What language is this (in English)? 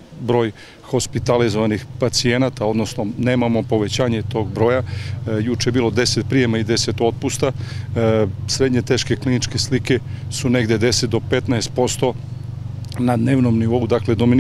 Serbian